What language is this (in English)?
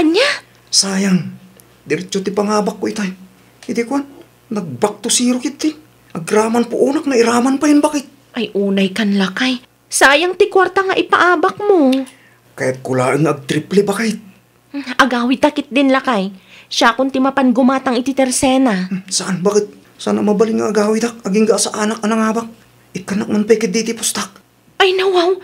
Iloko